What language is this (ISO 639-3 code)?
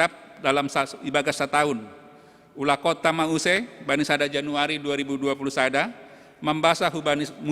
bts